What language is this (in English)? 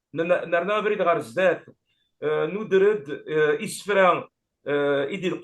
Kabyle